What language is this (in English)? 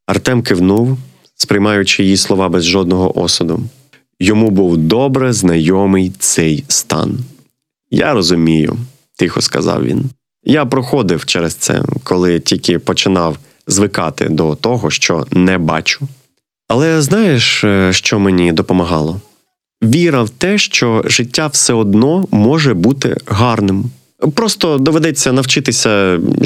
Ukrainian